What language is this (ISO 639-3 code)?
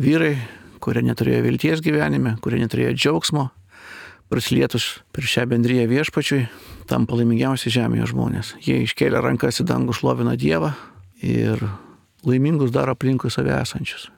lit